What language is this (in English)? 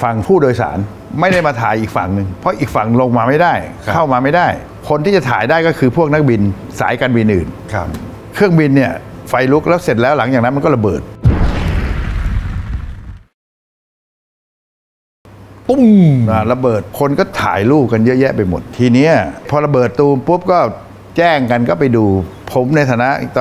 Thai